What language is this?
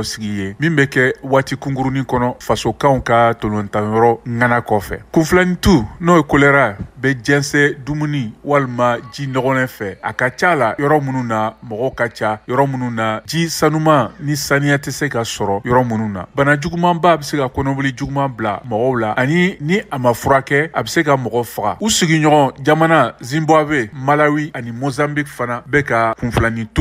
Bambara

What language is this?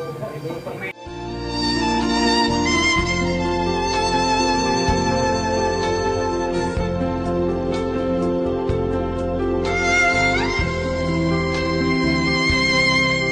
Indonesian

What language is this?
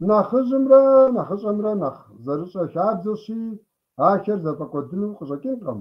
Kabardian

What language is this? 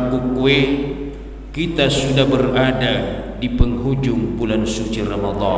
Buginese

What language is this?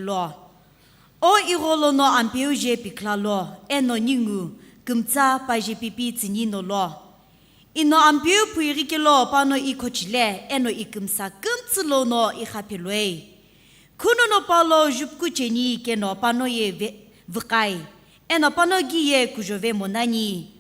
Sumi Naga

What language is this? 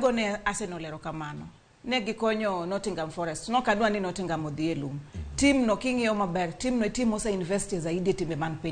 Luo (Kenya and Tanzania)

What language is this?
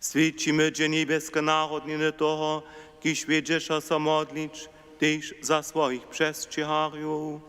Upper Sorbian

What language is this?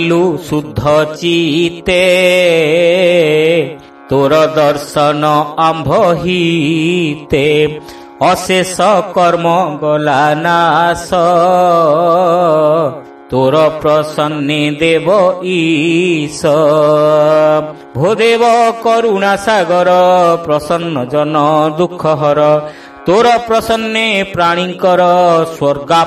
Odia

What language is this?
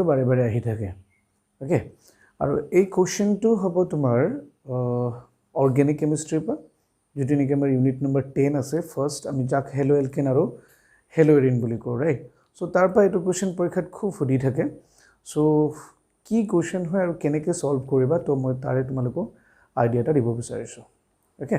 Assamese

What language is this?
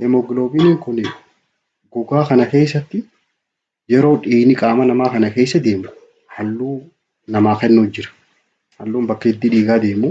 Oromo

